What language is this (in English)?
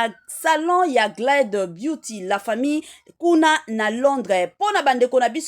Lingala